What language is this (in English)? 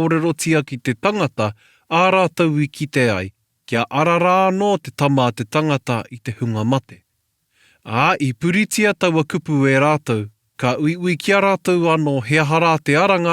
Māori